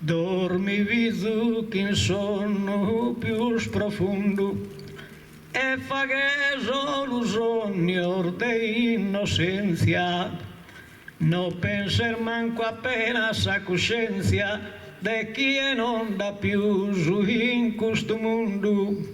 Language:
Sardinian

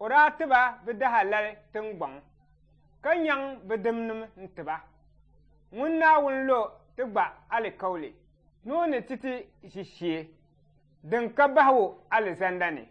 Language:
Dagbani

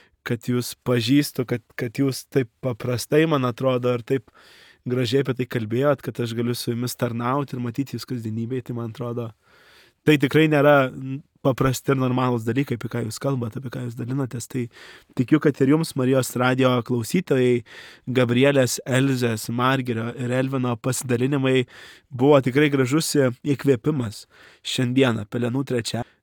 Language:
Lithuanian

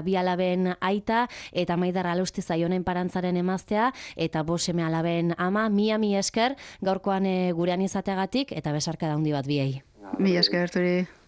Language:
Basque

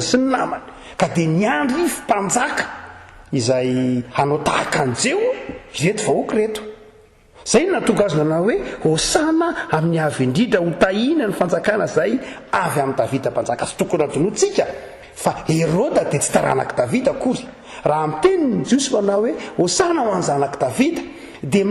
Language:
Malagasy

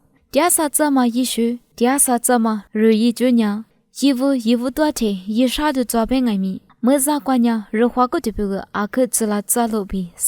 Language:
Lisu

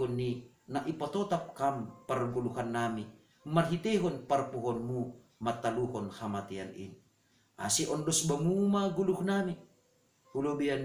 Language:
Batak Simalungun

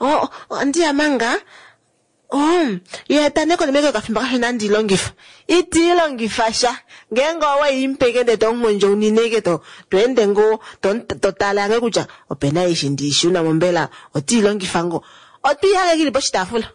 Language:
Kuanyama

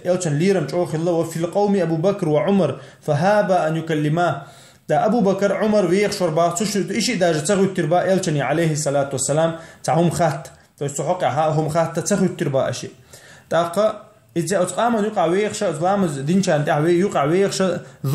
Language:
Chechen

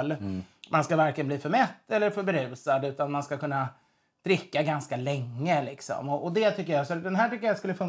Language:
Swedish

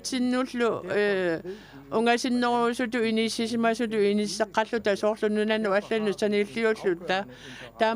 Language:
Kalaallisut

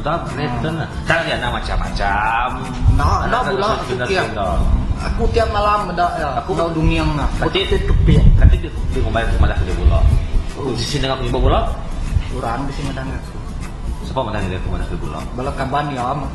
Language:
Iban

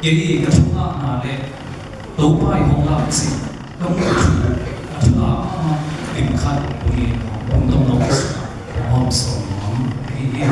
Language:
Tedim Chin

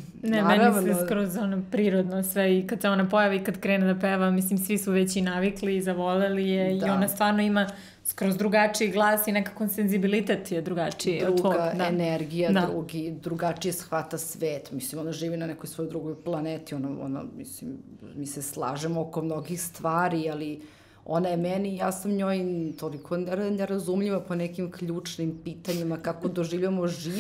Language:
Serbian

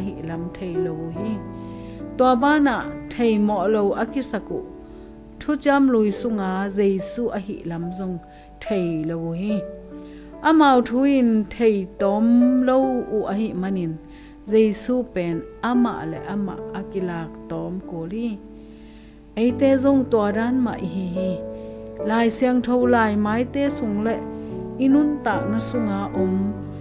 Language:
Tedim Chin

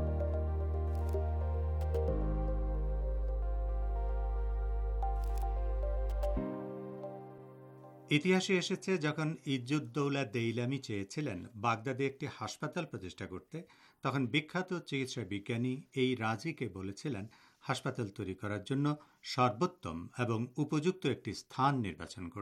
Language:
Bangla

